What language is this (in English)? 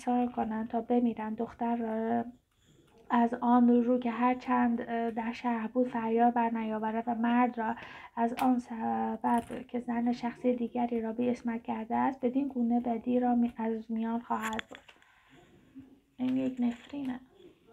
Persian